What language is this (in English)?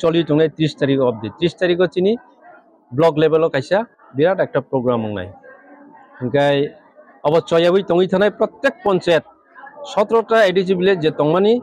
Kok Borok